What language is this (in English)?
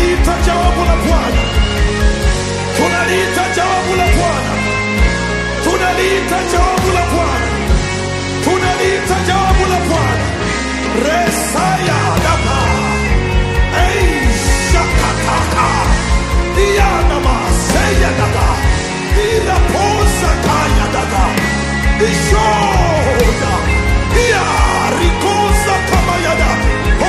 Swahili